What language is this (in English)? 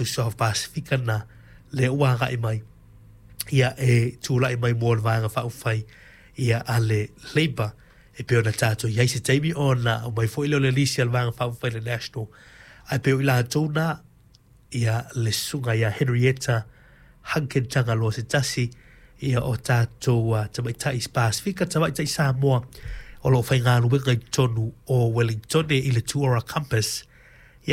Samoan